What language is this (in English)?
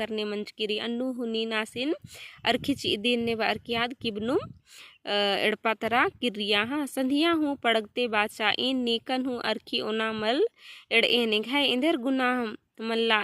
Kurukh